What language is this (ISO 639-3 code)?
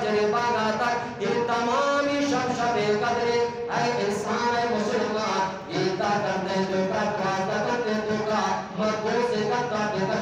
bgp